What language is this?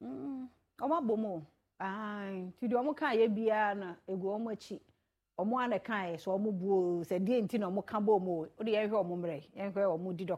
Akan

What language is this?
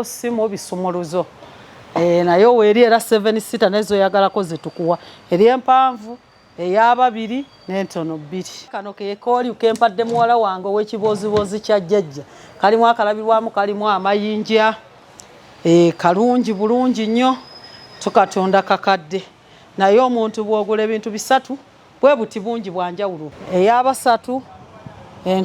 Ganda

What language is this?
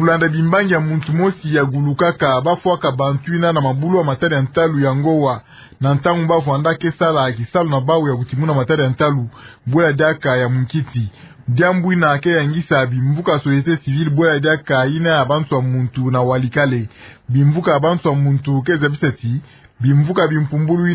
Kituba (Democratic Republic of Congo)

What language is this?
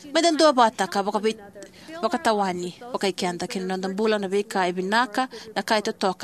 Fijian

